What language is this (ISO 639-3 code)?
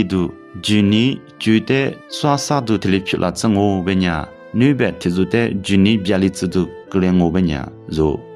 lis